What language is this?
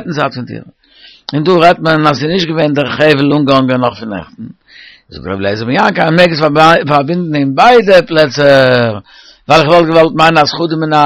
Yiddish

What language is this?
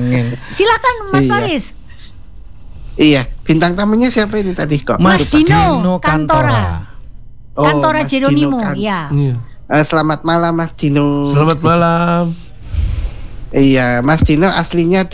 Indonesian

